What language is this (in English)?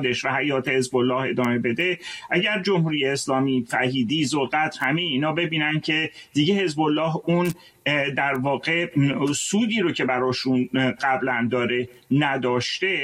Persian